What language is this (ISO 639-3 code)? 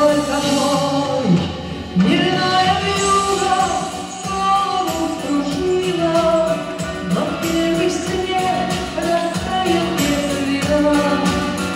rus